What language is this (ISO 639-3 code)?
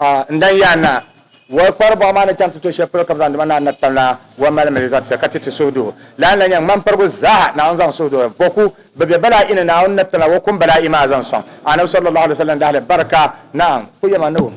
dag